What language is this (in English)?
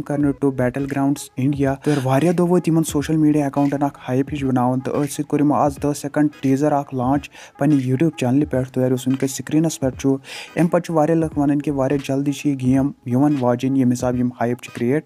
Kashmiri